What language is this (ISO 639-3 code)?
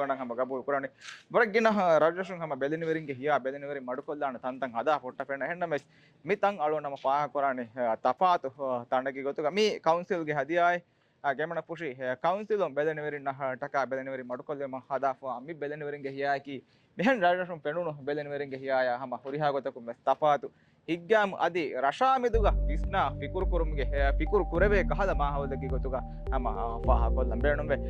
div